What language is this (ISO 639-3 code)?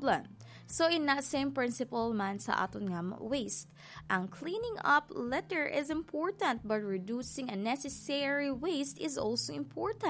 hil